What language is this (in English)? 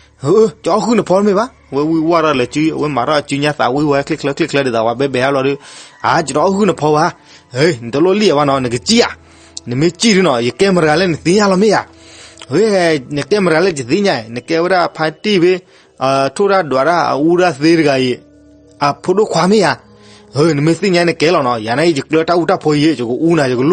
S'gaw Karen